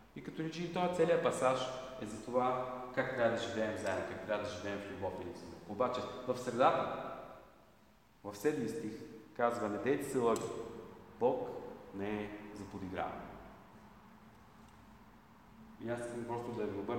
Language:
Bulgarian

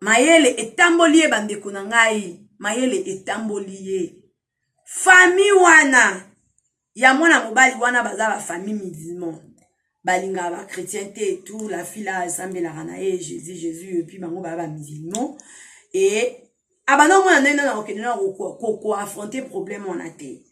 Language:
Lingala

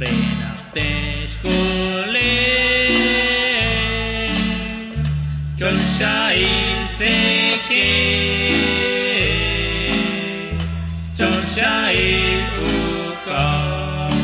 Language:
Kekchí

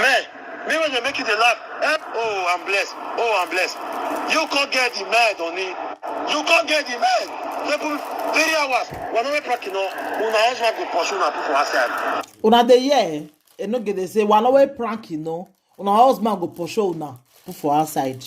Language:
Nigerian Pidgin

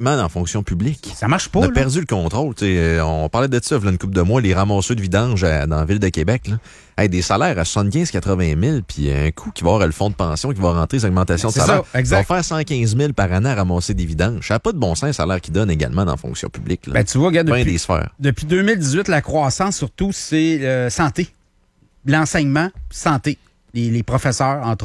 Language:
French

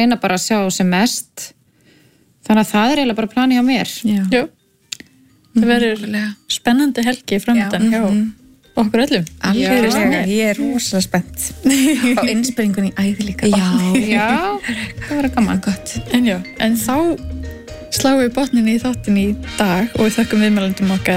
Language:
Icelandic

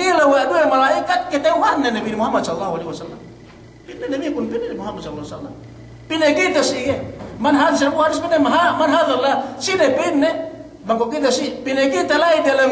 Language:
Yakan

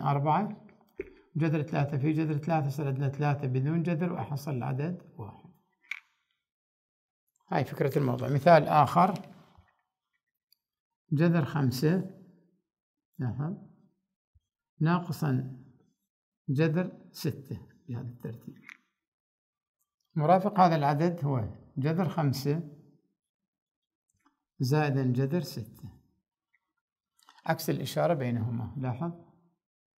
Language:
Arabic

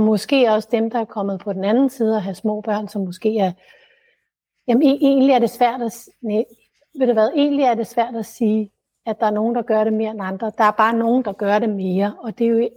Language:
Danish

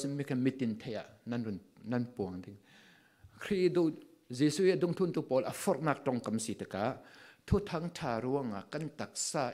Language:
Falam Chin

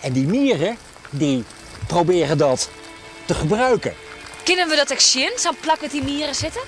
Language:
Western Frisian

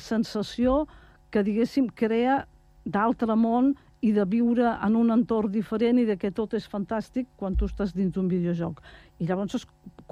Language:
Catalan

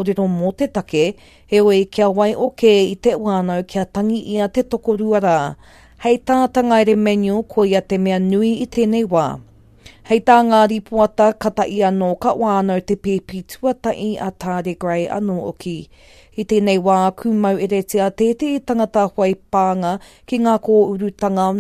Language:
Māori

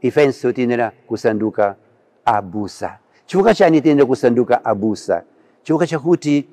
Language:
Nyanja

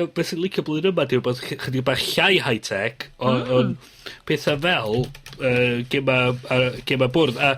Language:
Welsh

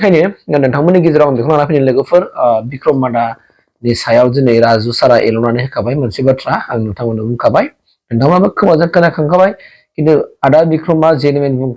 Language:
Bodo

